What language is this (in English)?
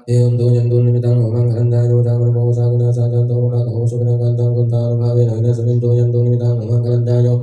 Pali